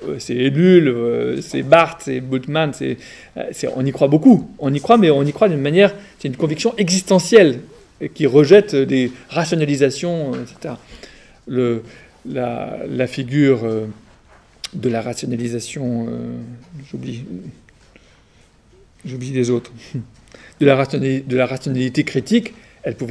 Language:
French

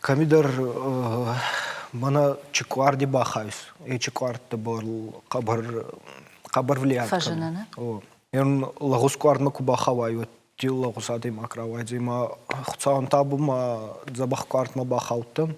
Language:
Ossetic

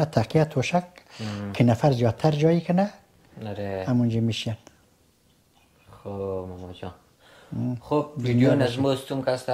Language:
Persian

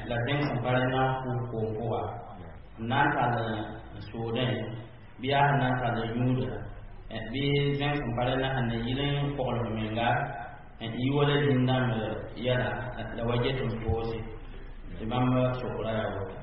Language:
Mossi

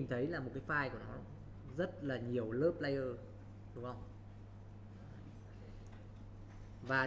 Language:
Vietnamese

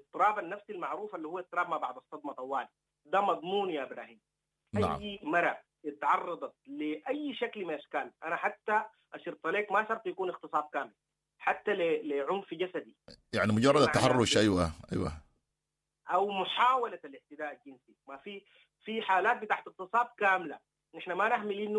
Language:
Sudanese Arabic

